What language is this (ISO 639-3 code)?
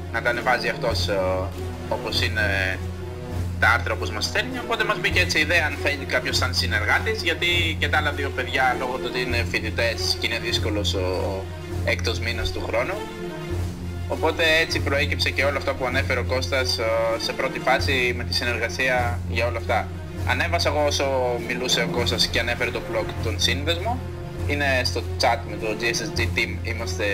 ell